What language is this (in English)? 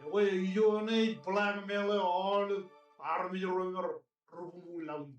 Marshallese